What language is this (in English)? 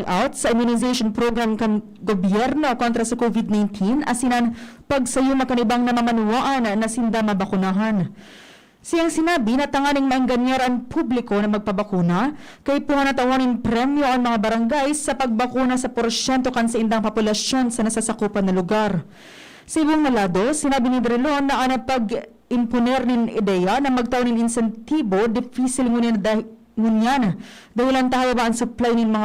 Bikol